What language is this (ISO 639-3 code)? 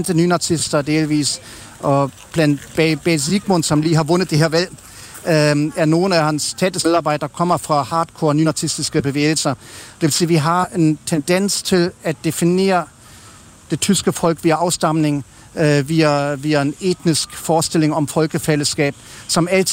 dan